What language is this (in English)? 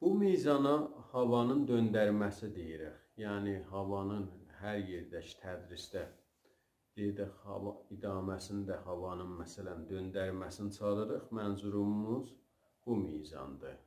South Azerbaijani